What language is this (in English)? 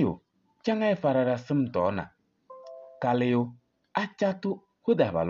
Kabiyè